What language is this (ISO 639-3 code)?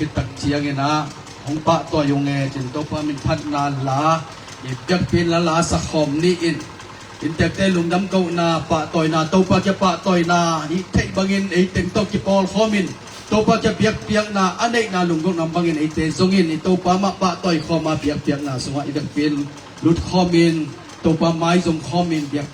ctd